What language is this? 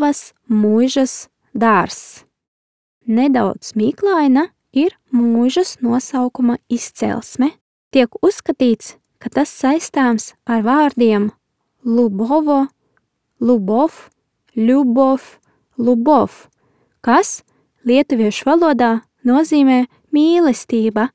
Latvian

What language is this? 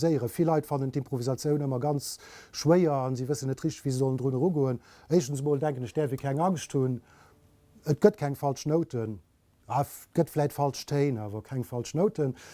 Luxembourgish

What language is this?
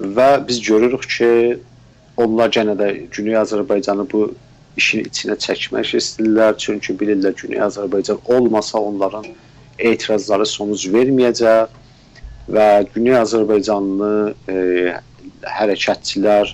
South Azerbaijani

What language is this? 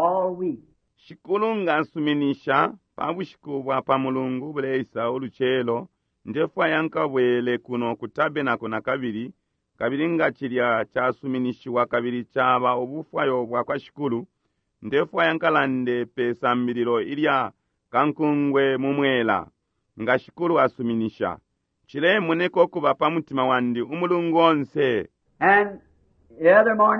Bemba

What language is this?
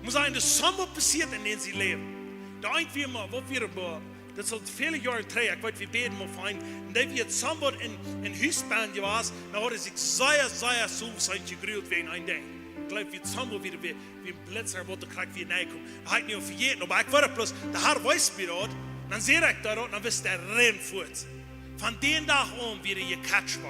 Plautdietsch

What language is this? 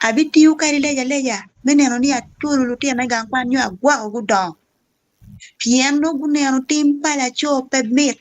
Acoli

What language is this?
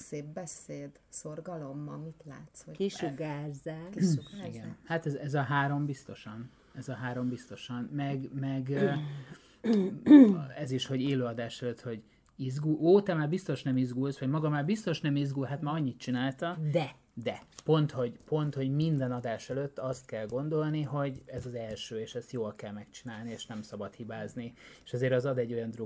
Hungarian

